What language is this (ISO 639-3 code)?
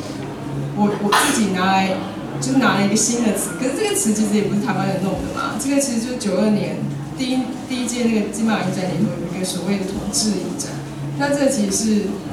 zho